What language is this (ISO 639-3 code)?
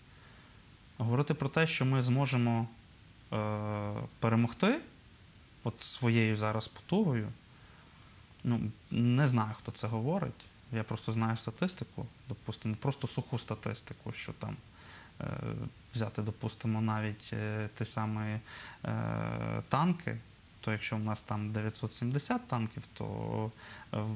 ukr